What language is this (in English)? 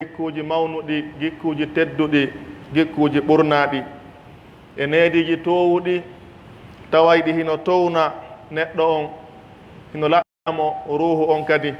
Pular